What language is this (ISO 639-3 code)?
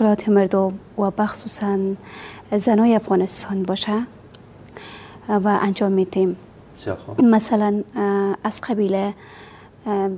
fas